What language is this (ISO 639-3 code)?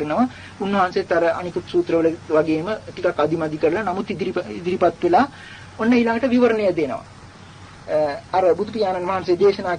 sin